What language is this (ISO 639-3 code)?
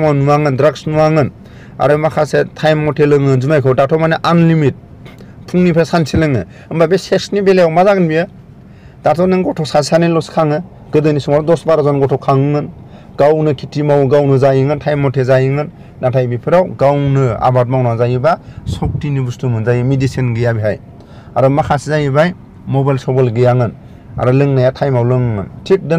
brx